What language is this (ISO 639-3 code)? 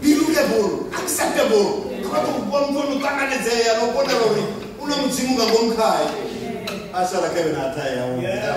ven